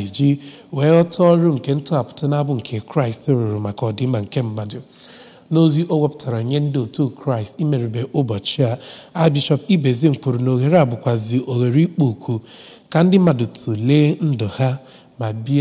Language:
Igbo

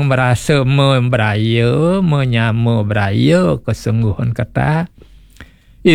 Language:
Balinese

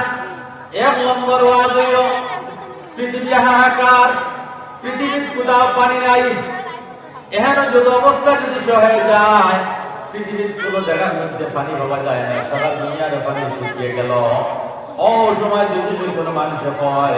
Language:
Sylheti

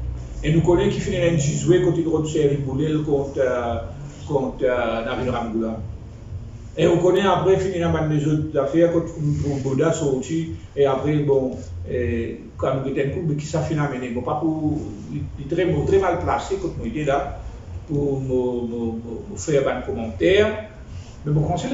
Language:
Morisyen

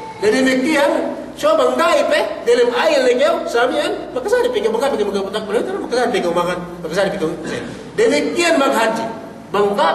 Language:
Yakan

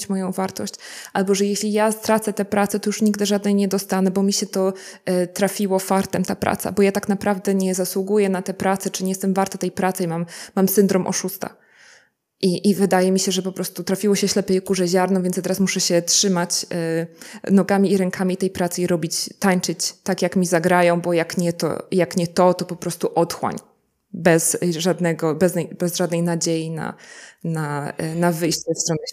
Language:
Polish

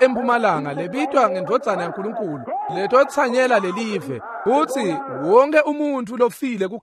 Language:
Swati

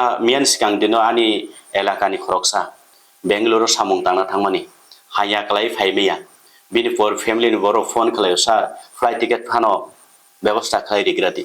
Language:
Kok Borok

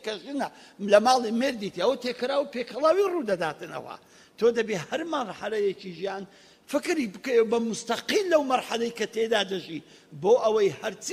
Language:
Central Kurdish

